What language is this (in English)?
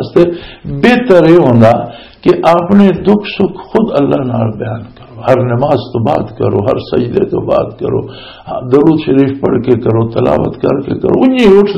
Western Panjabi